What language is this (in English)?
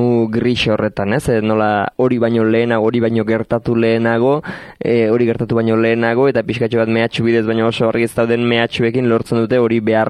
Basque